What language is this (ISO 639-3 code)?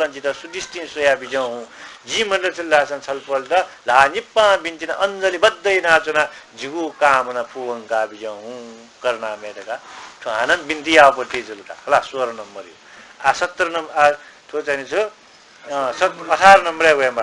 new